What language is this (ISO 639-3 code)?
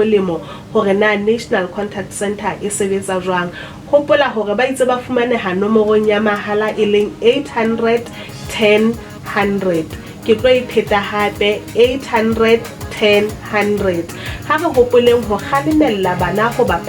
sot